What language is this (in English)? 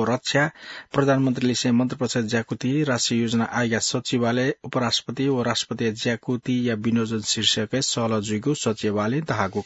Newari